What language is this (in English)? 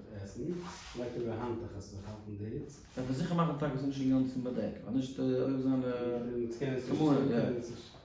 Yiddish